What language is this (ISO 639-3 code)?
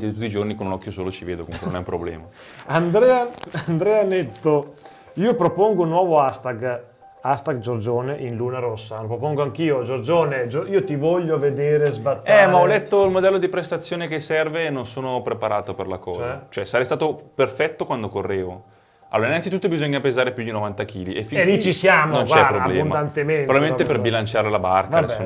ita